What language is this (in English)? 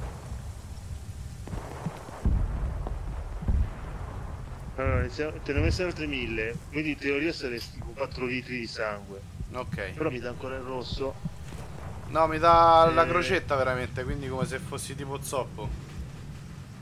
Italian